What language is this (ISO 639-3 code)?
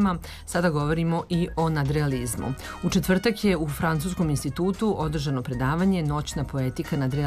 srp